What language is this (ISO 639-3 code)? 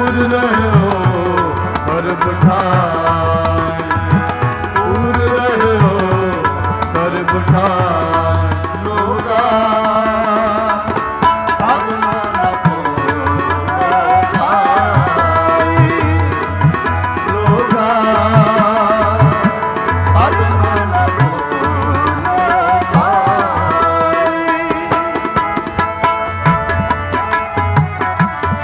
pan